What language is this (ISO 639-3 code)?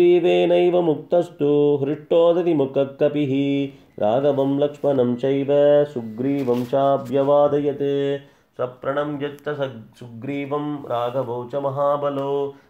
san